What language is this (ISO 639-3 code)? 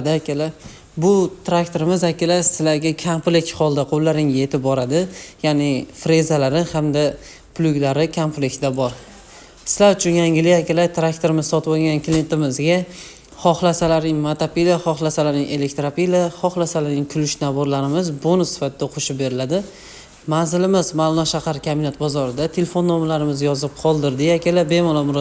uzb